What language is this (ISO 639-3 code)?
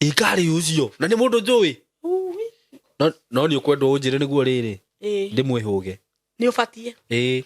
kik